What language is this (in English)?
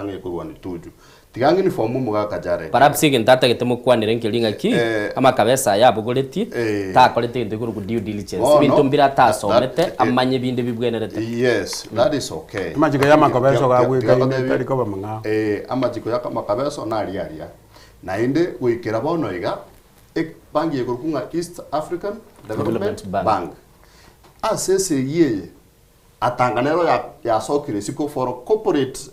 Gusii